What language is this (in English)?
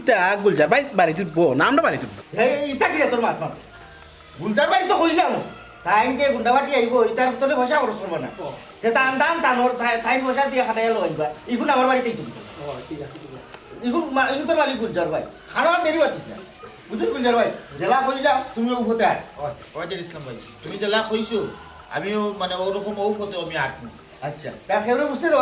Sylheti